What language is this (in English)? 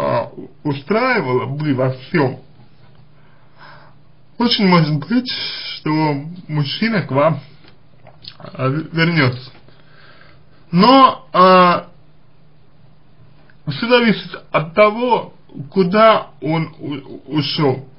Russian